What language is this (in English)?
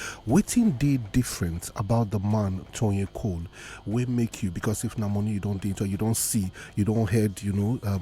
Nigerian Pidgin